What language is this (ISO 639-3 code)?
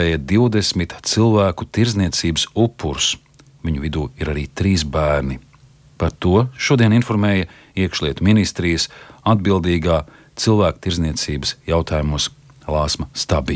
lav